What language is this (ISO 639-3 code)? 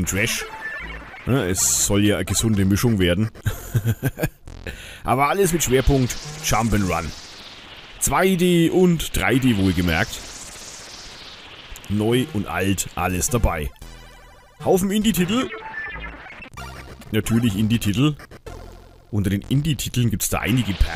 deu